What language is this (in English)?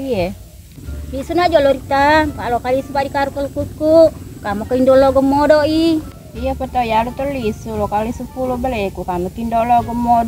Buginese